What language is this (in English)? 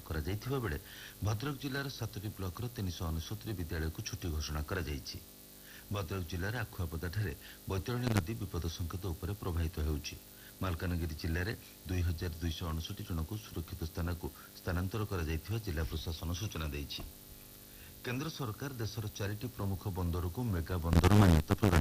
Odia